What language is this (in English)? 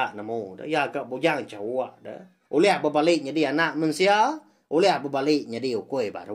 Iban